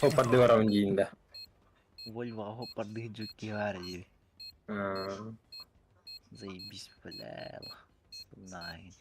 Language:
Yakut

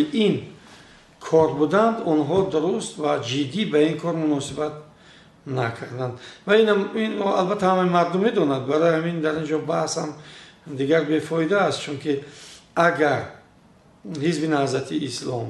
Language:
Tajik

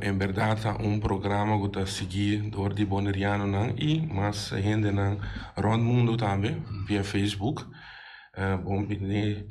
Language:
Papiamento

